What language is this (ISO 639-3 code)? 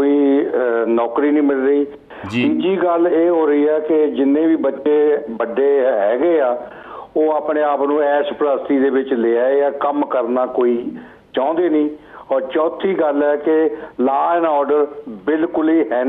pan